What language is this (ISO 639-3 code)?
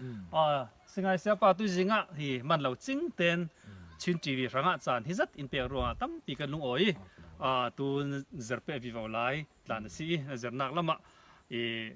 cfm